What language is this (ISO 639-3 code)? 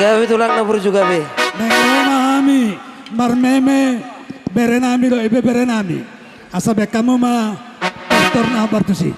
bbc